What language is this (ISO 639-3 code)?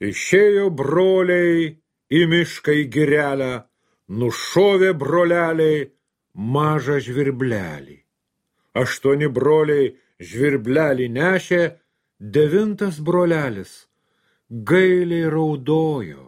lit